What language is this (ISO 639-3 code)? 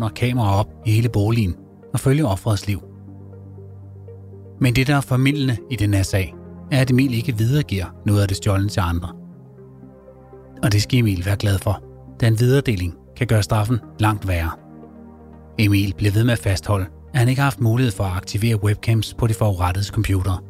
dan